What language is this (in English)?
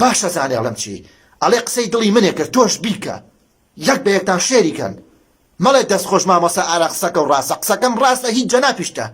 Central Kurdish